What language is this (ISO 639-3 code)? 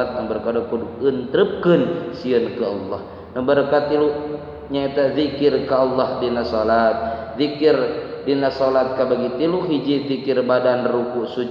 sun